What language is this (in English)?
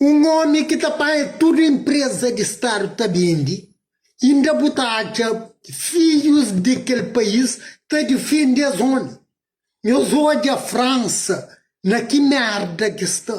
Kabuverdianu